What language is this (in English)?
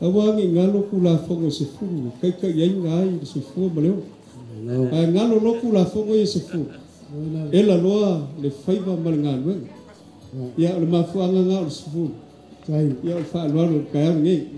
Samoan